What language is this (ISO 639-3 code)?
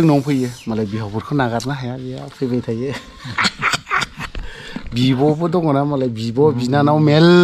brx